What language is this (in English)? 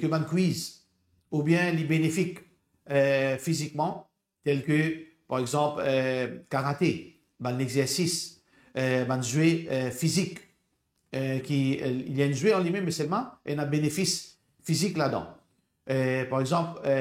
Morisyen